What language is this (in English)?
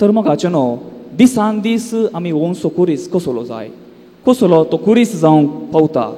Konkani